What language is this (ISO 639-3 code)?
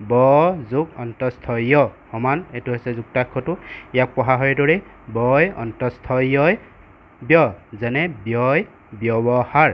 asm